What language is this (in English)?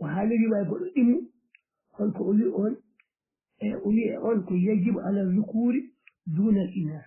Fula